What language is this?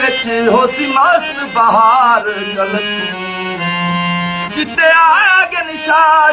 Saraiki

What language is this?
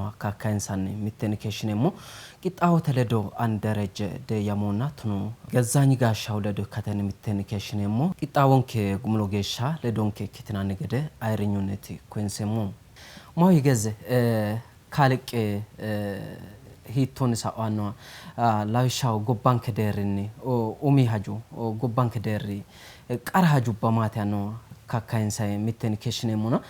Sidamo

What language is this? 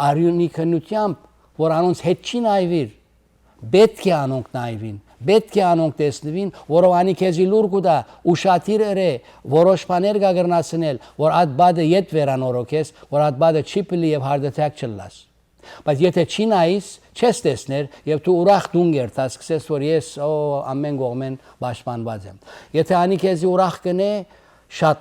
Western Armenian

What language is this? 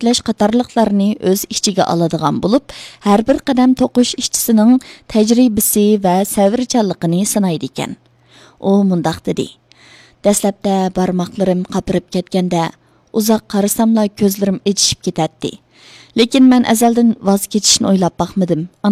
Uyghur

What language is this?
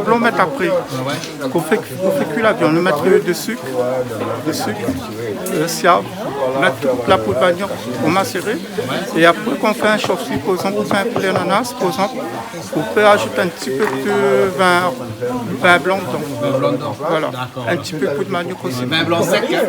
Réunion Creole French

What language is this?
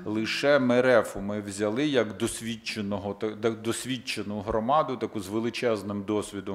Ukrainian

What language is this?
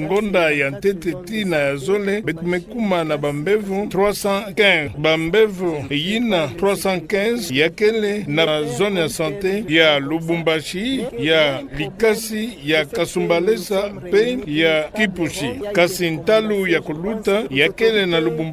Kituba (Democratic Republic of Congo)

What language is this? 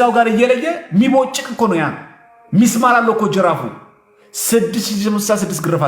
Amharic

